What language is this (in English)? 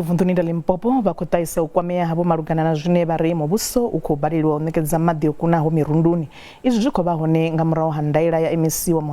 Venda